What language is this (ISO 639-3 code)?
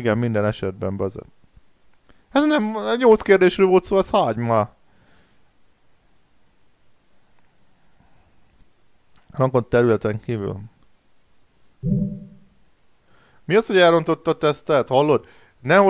hun